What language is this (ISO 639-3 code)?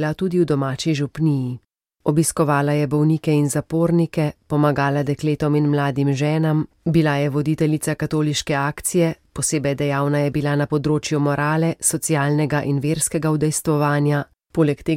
slv